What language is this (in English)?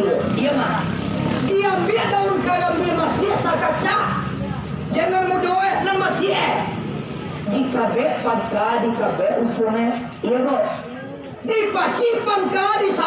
Minangkabau